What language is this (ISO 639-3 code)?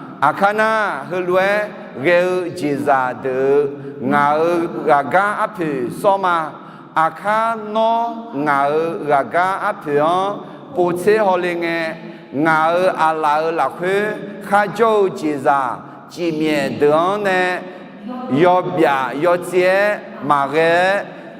ahk